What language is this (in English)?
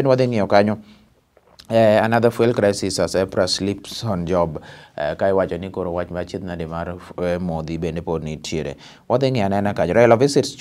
Luo (Kenya and Tanzania)